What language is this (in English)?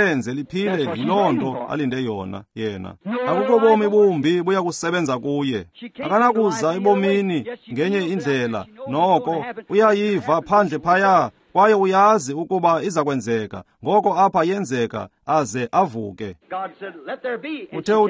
Xhosa